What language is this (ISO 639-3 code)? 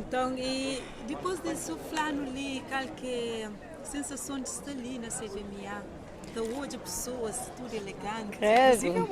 kea